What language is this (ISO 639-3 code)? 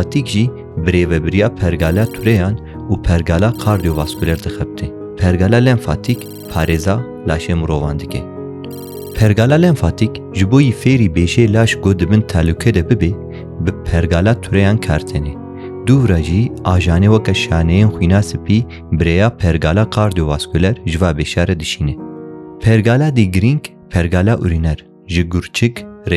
kur